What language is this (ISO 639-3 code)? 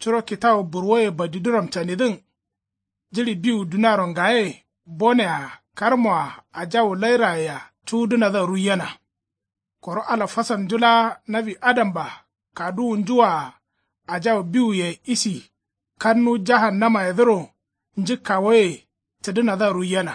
kau